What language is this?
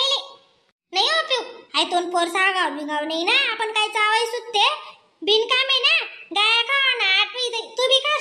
Khandesi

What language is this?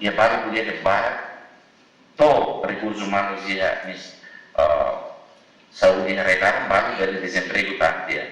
Tetum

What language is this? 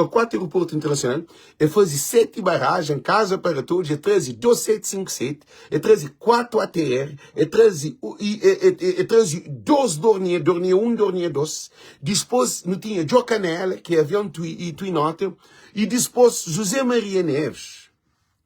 Kabuverdianu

